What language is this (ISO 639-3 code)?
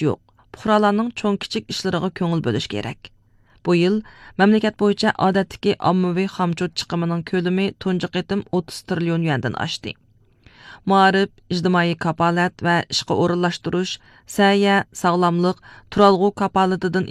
uig